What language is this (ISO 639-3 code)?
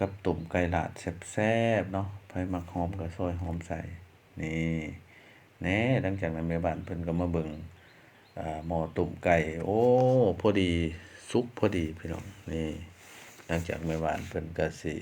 lao